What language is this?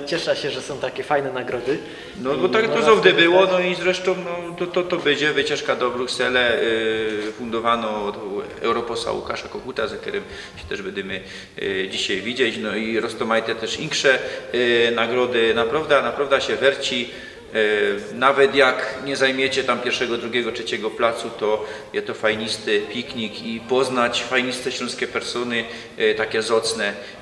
Silesian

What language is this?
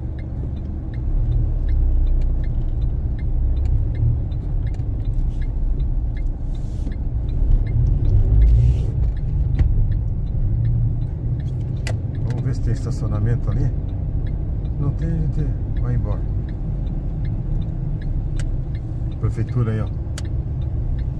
Portuguese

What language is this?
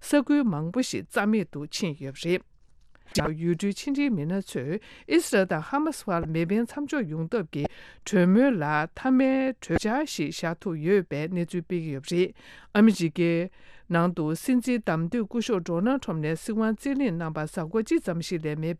Tibetan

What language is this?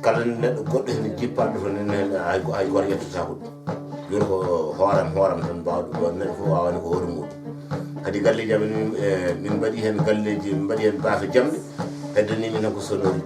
Fula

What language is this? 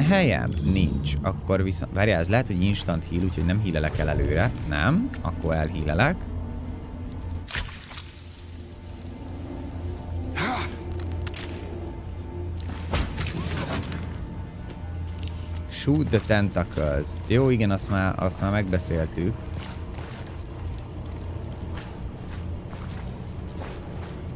Hungarian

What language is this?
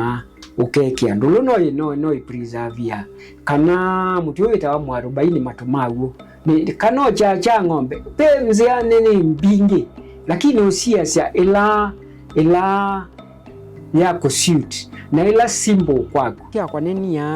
Kamba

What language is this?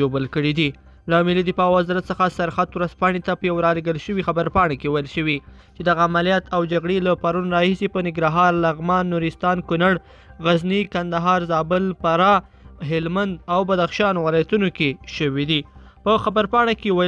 Pashto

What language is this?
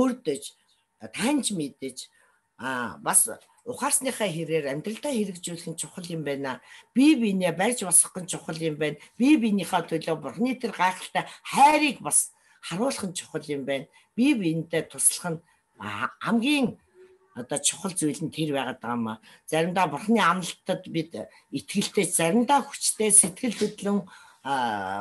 Mongolian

